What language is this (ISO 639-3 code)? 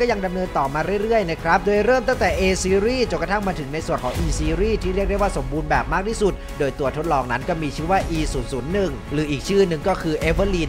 tha